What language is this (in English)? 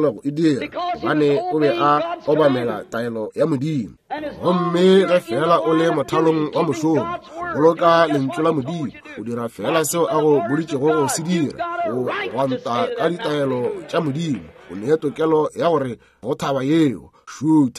Northern Sotho